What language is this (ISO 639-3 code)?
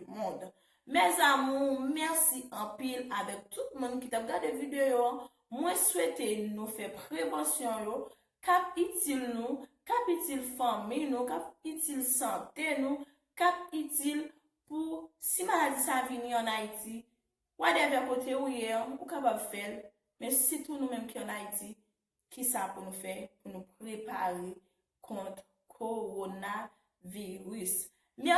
hat